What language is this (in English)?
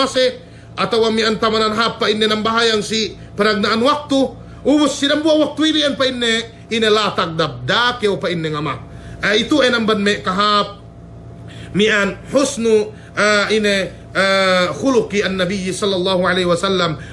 Yakan